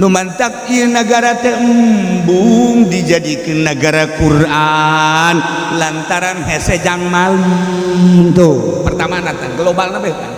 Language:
Sundanese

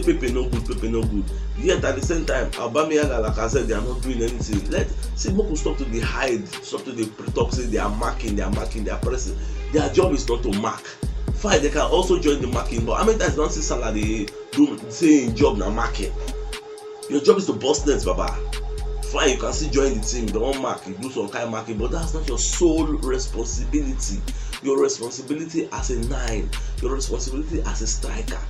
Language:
Nigerian Pidgin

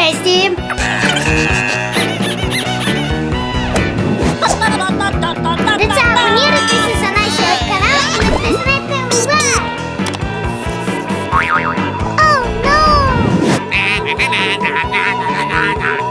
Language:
Bulgarian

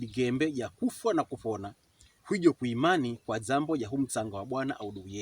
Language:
Pokomo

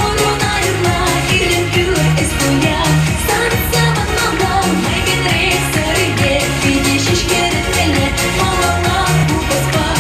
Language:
Chuvash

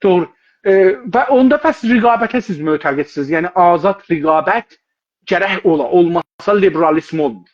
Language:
South Azerbaijani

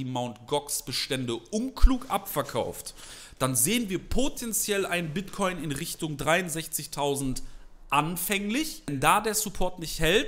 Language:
German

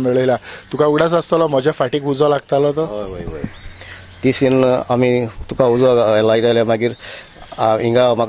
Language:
Konkani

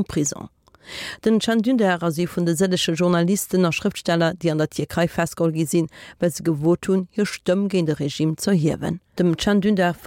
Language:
Luxembourgish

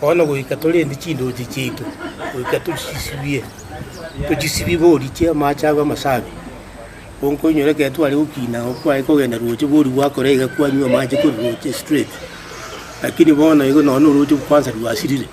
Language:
Gusii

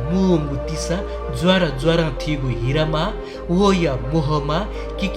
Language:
Newari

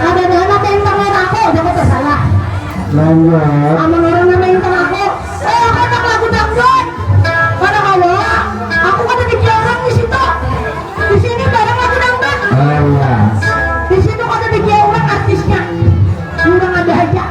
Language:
Banjar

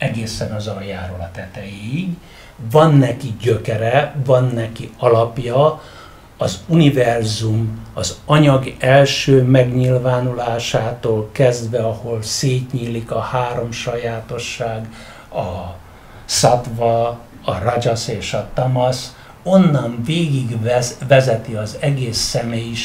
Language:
Hungarian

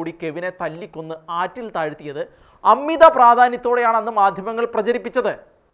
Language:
Malayalam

